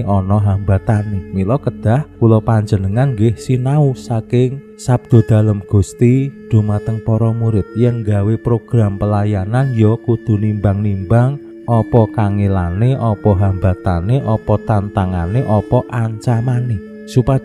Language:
Javanese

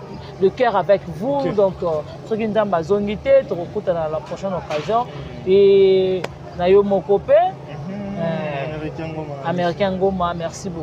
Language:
Lingala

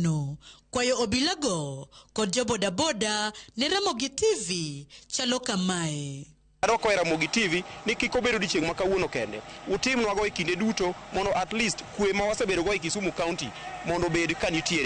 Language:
Luo (Kenya and Tanzania)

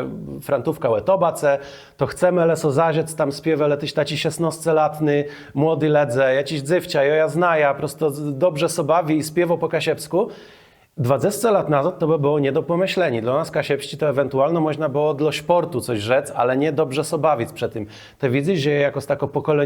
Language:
Kashubian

